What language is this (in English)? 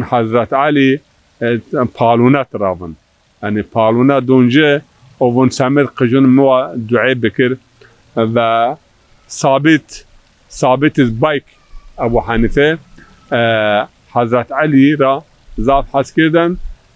Zaza